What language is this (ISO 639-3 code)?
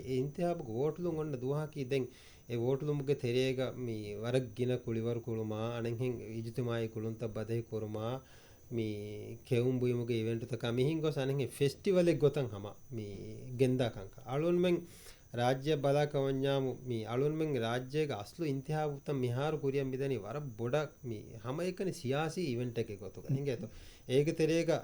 div